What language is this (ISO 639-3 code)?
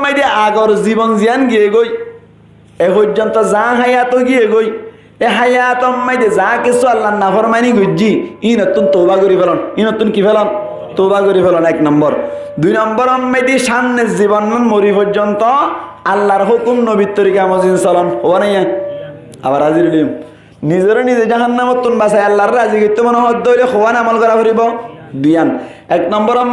rhg